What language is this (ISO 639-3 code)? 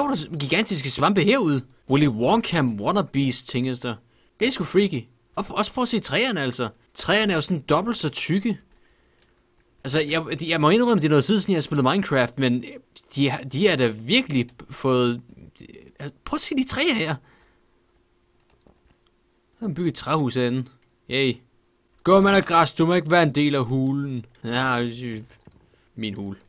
dan